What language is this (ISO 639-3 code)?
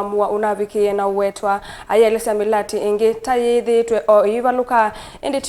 kam